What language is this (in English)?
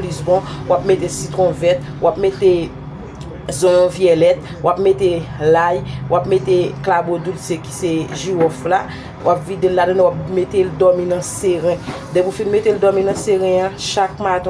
Haitian Creole